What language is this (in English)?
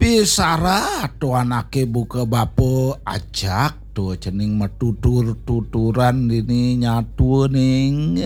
Balinese